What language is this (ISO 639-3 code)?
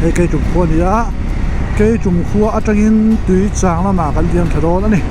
lus